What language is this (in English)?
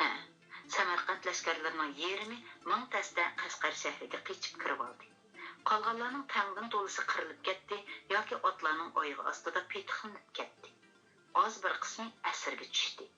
Uyghur